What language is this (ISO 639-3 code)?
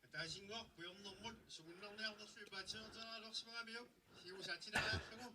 kal